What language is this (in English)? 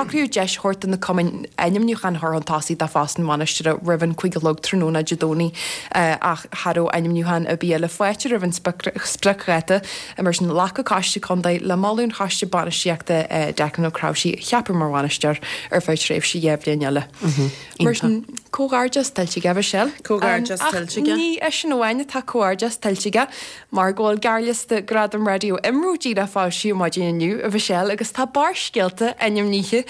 Irish